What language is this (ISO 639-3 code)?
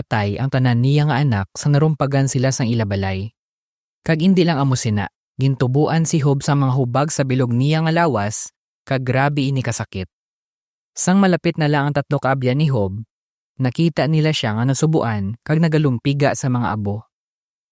hil